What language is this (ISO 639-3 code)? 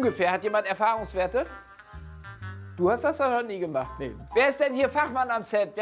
deu